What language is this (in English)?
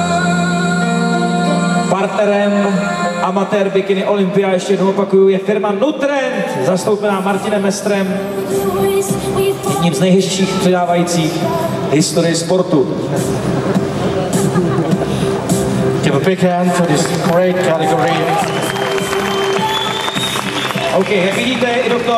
Czech